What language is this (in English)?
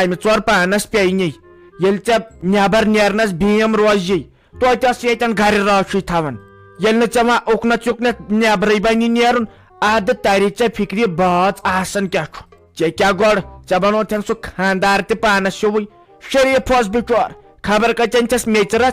Kashmiri